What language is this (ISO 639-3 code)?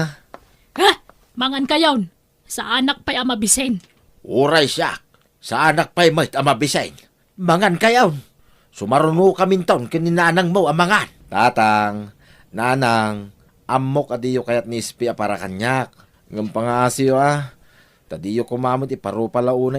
ilo